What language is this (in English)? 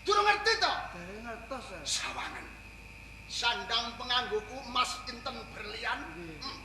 Javanese